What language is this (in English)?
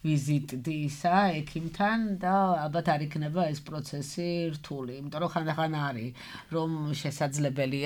Georgian